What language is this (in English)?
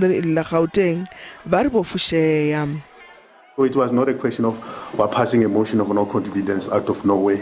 Venda